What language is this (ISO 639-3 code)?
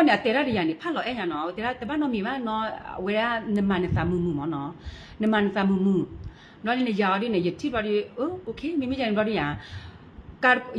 ksw